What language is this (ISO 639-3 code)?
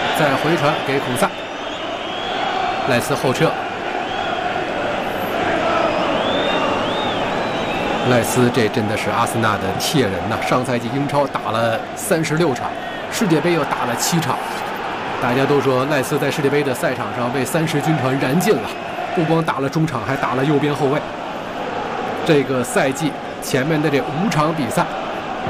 zho